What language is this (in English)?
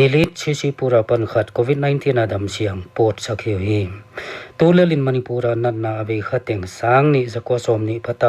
Paite Chin